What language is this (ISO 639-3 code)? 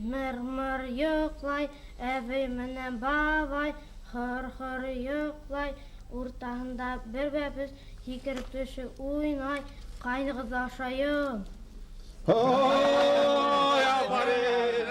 bak